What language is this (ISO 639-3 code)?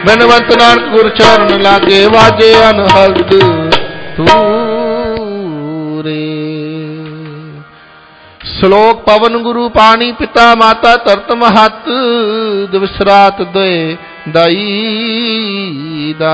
pan